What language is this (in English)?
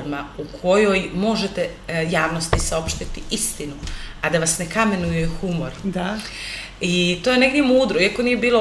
Serbian